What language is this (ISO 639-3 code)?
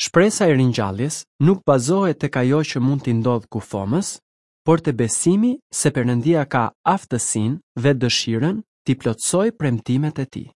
sqi